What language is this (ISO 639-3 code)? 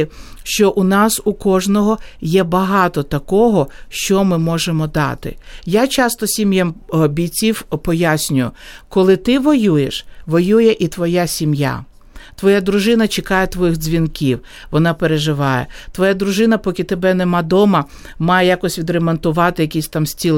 ukr